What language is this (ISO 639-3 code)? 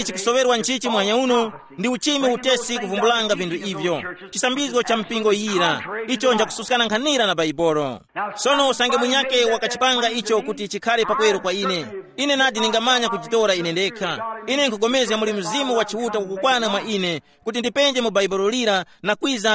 tum